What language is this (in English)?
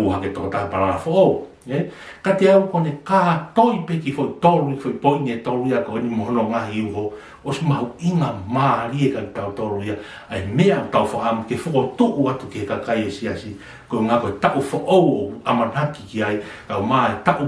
Tongan